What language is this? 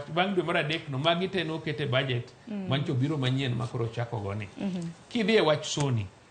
Luo (Kenya and Tanzania)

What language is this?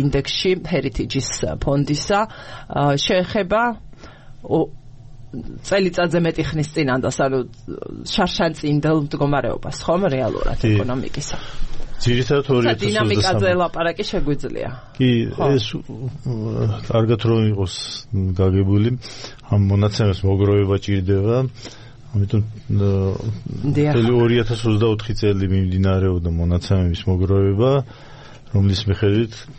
Georgian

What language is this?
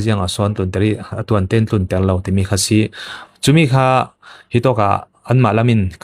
Falam Chin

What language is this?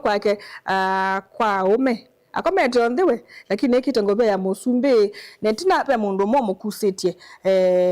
Kamba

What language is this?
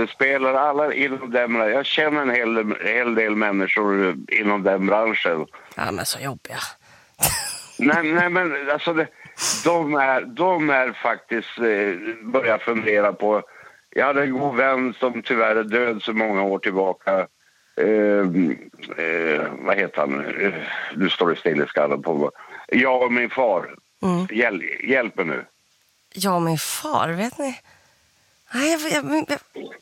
Swedish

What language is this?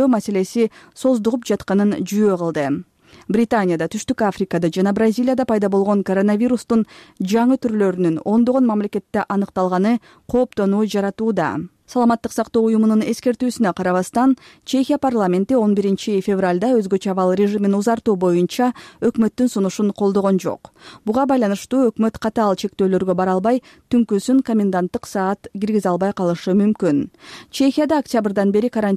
Kyrgyz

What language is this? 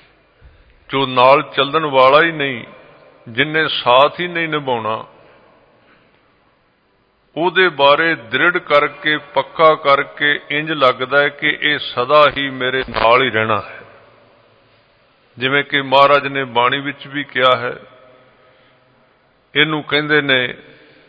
Punjabi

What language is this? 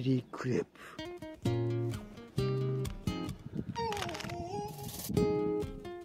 Japanese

